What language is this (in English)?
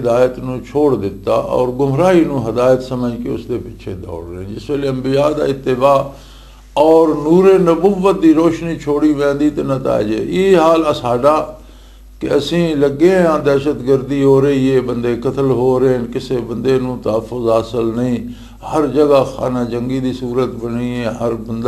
Western Panjabi